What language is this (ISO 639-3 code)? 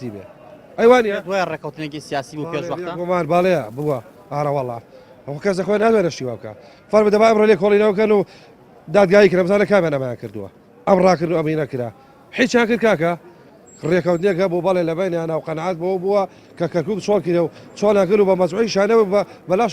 ckb